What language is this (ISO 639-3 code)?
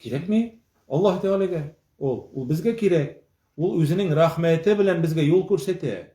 tat